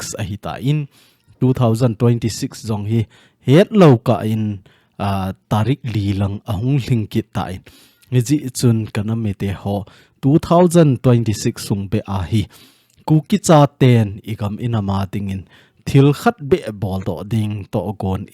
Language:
Thado Chin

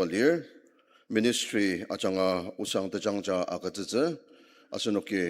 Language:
Ao Naga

